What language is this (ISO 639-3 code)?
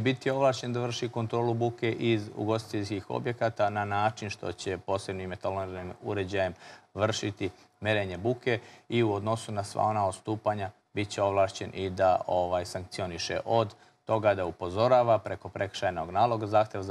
srp